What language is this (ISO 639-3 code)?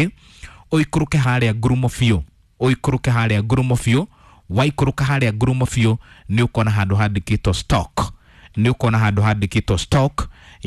kik